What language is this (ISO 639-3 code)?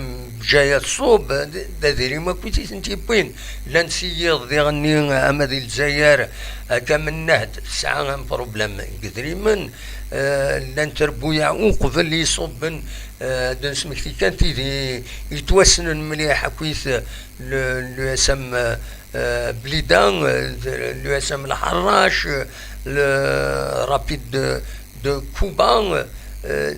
kab